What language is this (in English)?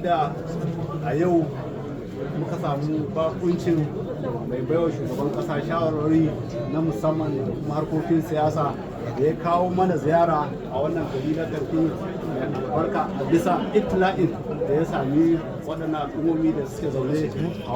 Hausa